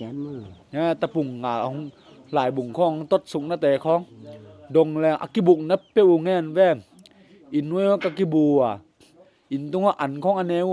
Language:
Tedim Chin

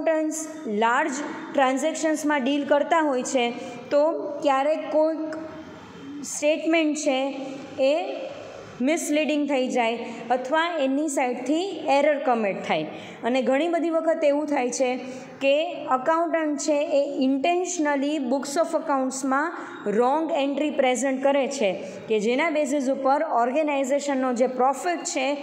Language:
Gujarati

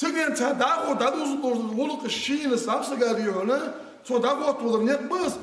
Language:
Ingush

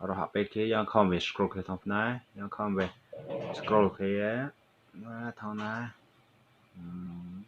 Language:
Riang (India)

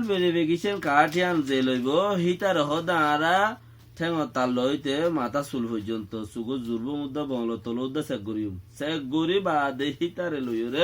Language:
Rohingya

